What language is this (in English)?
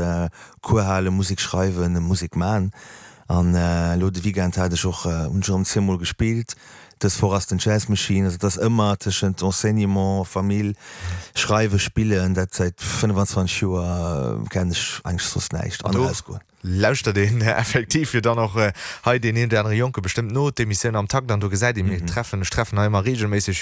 Luxembourgish